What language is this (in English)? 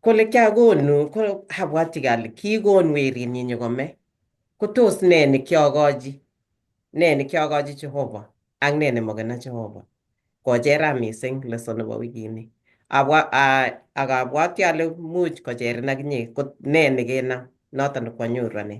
Kalenjin